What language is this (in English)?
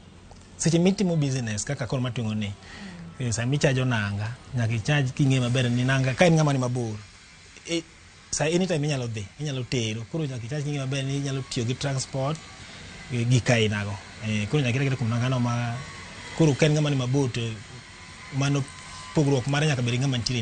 Luo (Kenya and Tanzania)